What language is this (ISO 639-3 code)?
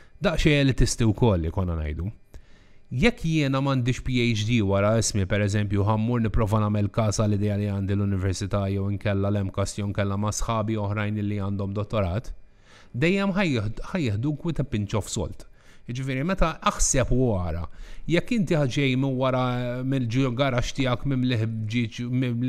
mlt